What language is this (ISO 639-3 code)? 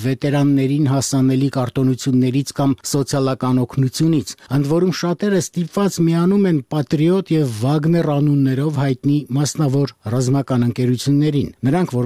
hye